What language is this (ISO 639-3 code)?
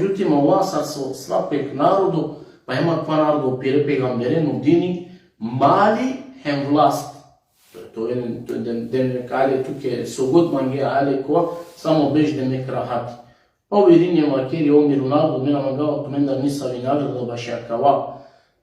rmn